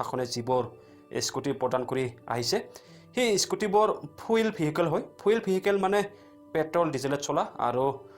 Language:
Assamese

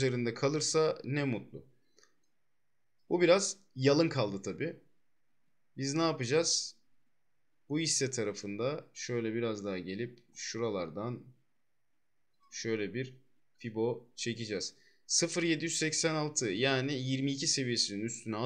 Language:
Turkish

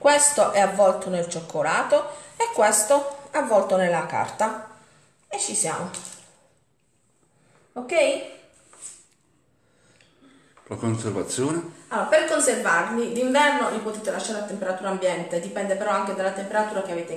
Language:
Italian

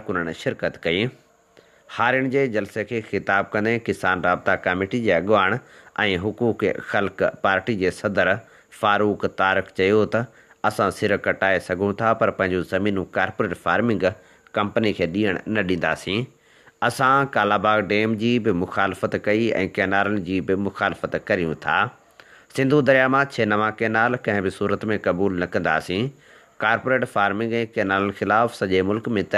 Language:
Sindhi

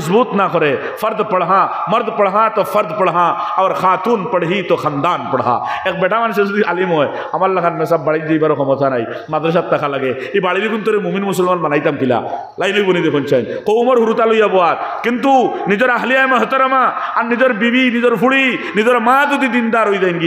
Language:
Sylheti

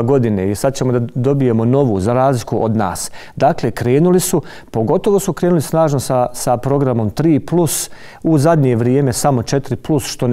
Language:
Bosnian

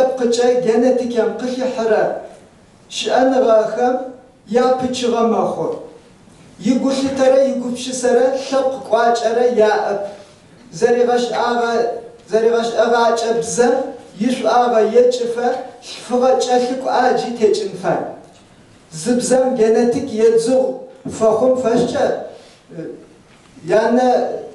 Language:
Adyghe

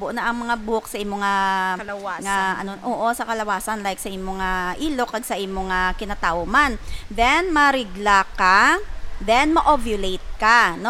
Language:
Hiligaynon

